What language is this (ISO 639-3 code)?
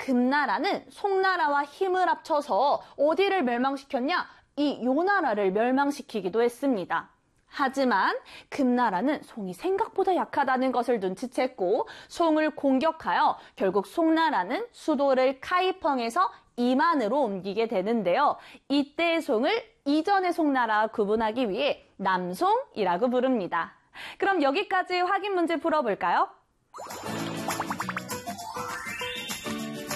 kor